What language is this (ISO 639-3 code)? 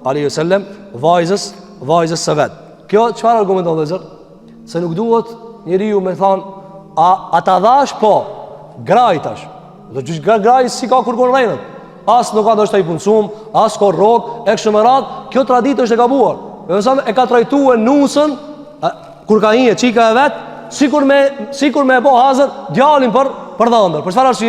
sqi